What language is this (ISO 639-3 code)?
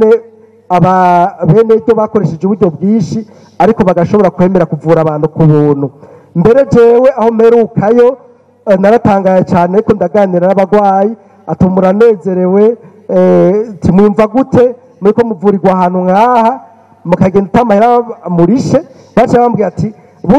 run